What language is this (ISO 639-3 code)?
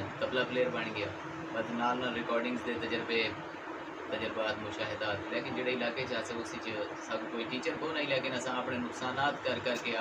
skr